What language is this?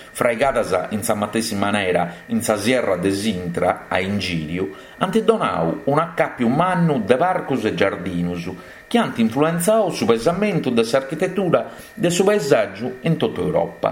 Sardinian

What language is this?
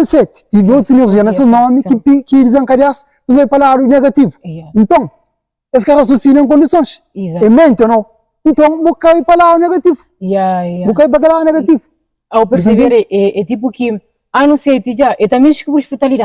Kabuverdianu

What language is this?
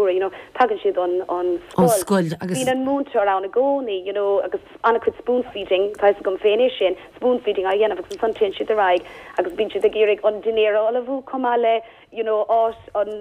Irish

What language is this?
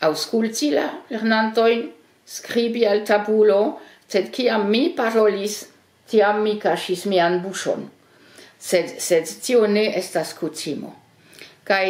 Esperanto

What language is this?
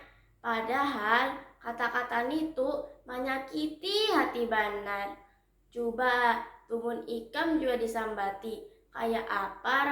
Banjar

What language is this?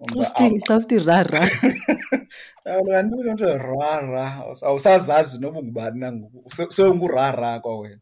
Xhosa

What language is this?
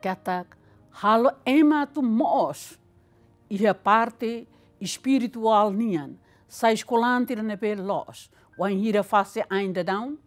Tetum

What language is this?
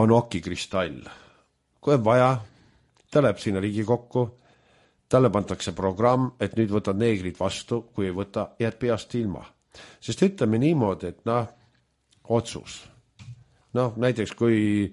Estonian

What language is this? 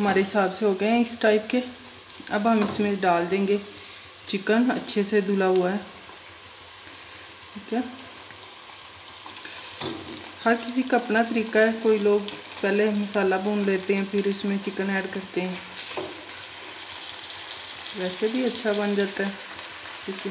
Hindi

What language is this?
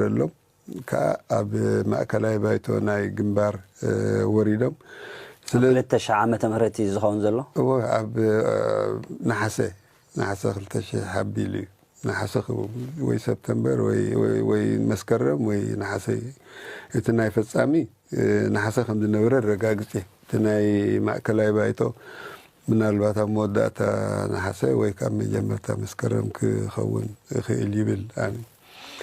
Tigrinya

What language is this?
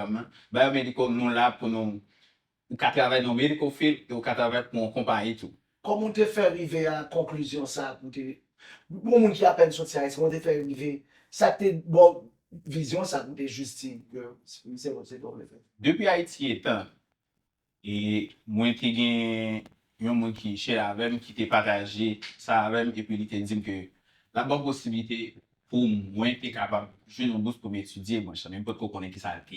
Haitian Creole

